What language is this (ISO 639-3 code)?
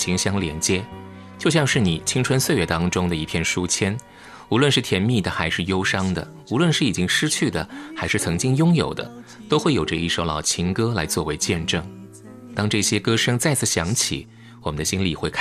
zho